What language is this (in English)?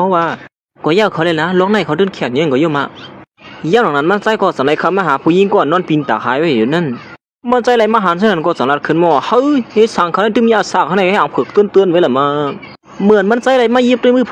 Shan